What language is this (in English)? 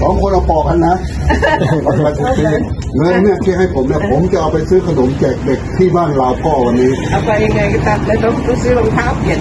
Lao